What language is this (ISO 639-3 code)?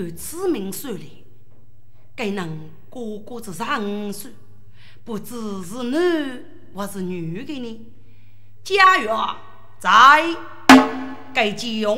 zho